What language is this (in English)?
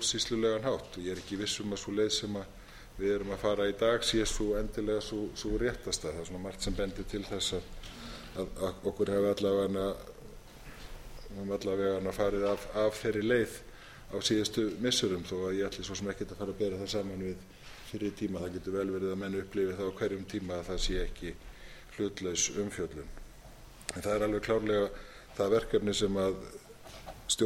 Icelandic